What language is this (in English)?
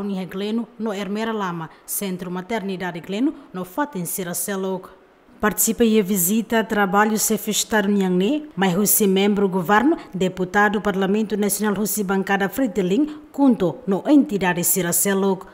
Tetum